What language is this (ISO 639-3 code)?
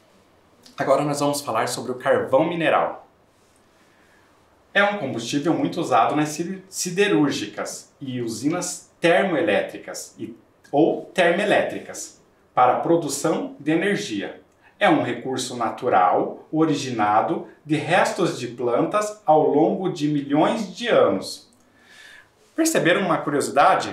por